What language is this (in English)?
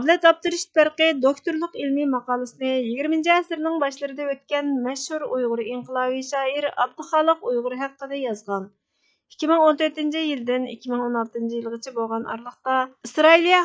Uyghur